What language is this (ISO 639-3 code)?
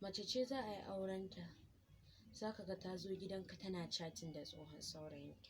hau